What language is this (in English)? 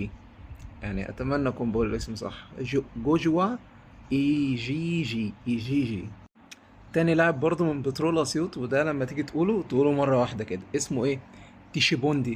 Egyptian Arabic